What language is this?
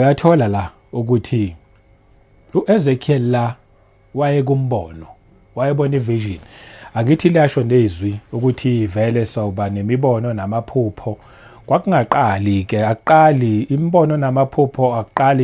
Zulu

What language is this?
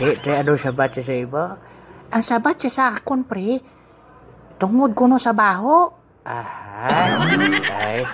Hiligaynon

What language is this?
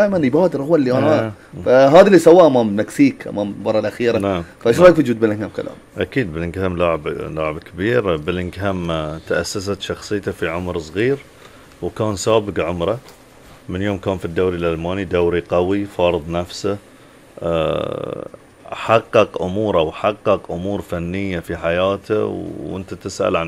Gulf Arabic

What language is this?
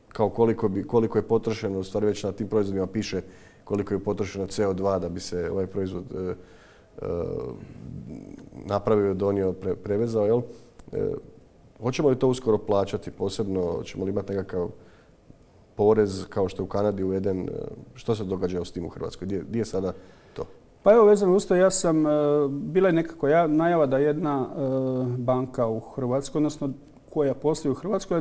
Croatian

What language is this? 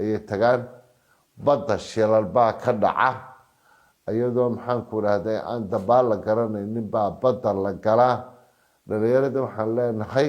Somali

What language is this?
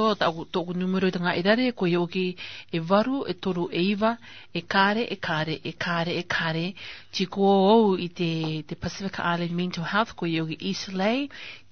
Malagasy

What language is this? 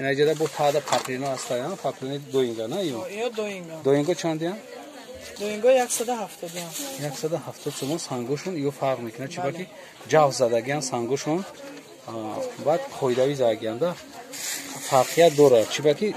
Tajik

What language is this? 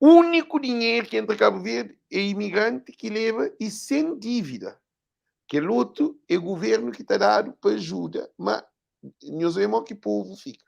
Kabuverdianu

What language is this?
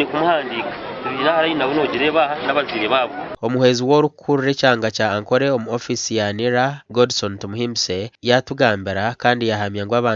Nyankole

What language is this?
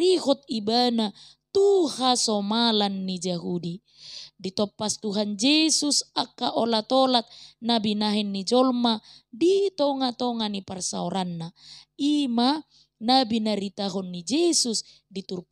Batak Toba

